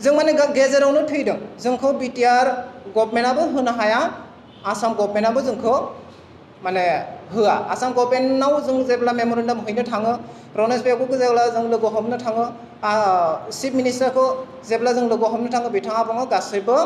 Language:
Bodo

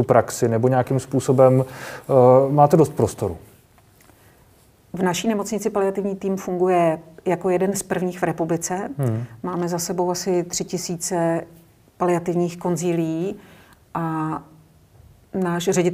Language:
Czech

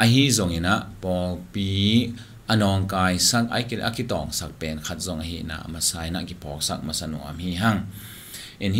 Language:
Tedim Chin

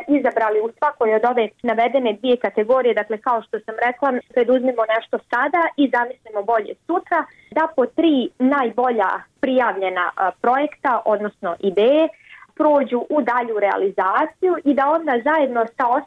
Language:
Bosnian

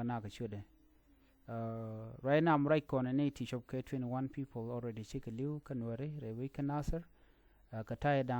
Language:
Nuer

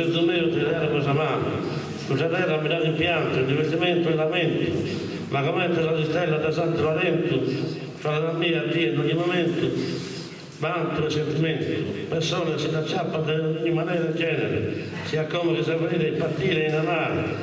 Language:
Sardinian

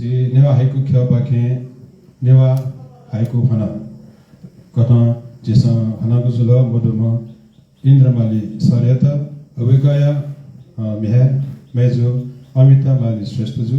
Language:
Newari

